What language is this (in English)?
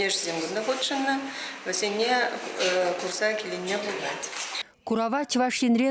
Chuvash